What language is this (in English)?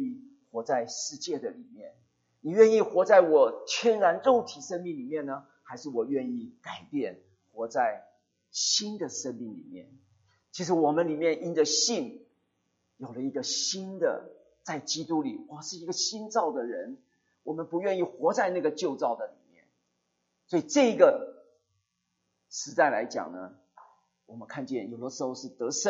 Chinese